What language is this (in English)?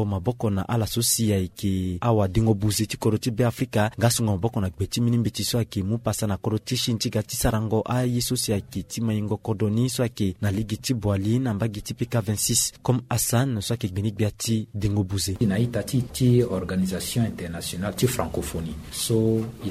Sango